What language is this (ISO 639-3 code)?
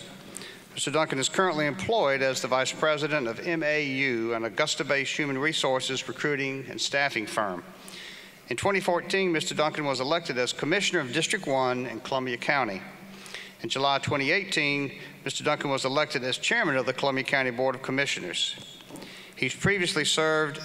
eng